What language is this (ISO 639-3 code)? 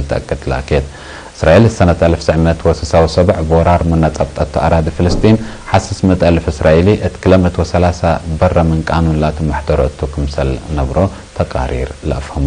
tig